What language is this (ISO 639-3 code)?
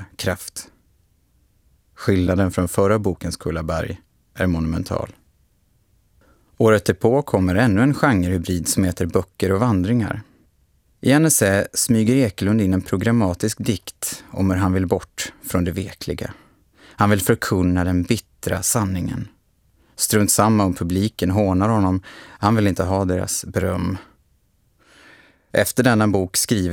swe